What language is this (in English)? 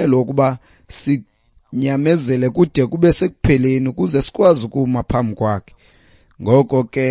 Xhosa